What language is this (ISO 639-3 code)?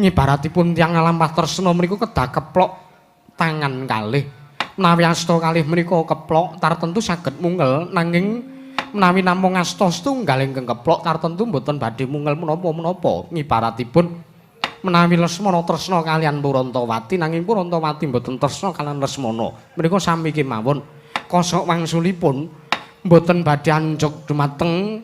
jav